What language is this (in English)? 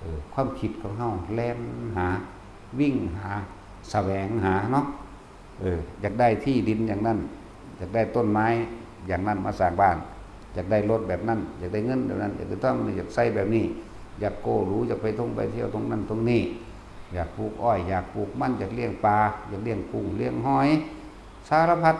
Lao